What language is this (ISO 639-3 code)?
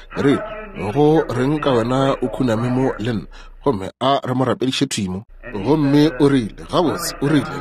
nso